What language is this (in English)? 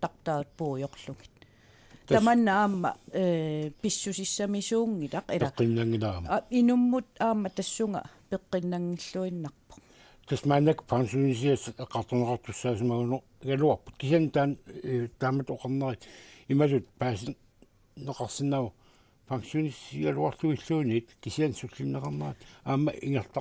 Kalaallisut